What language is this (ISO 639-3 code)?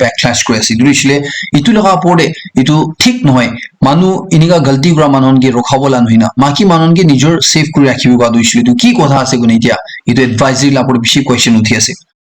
nag